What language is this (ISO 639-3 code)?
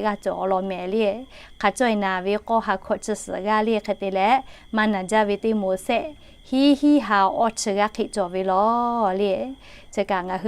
lhu